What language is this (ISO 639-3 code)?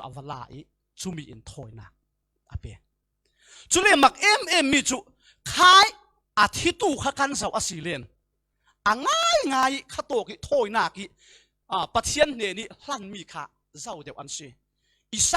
cfm